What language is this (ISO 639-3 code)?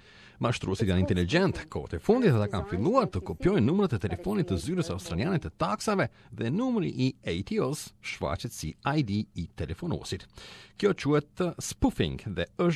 sqi